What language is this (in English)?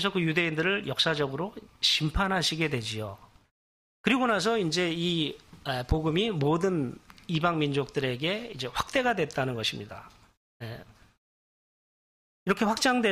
Korean